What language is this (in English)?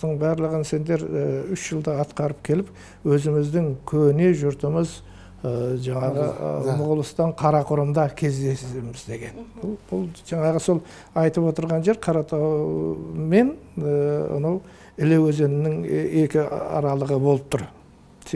Kazakh